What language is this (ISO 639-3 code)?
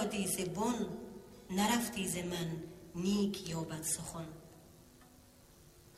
tgk